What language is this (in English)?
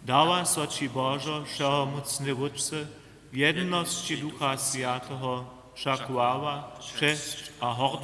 Upper Sorbian